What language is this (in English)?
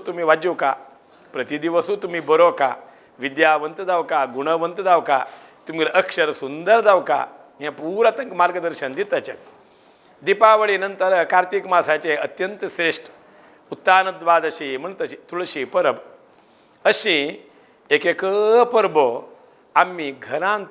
Konkani